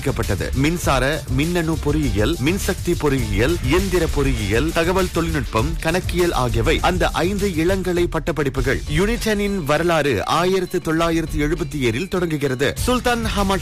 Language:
Tamil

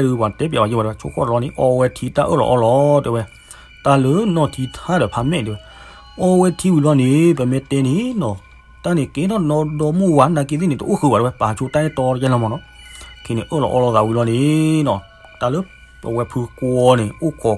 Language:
S'gaw Karen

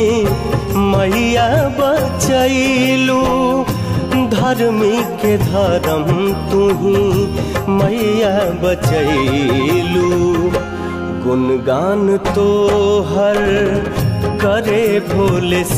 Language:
Bhojpuri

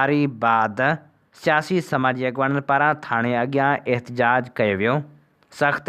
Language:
Sindhi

